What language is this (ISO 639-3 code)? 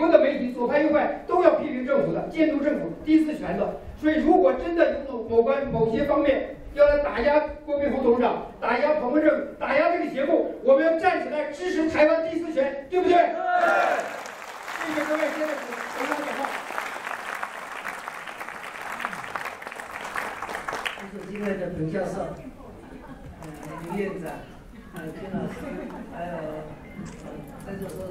nan